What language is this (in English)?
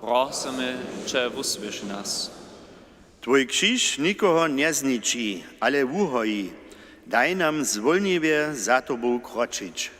Upper Sorbian